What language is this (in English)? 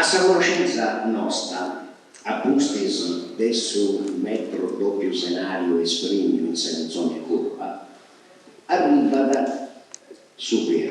Sardinian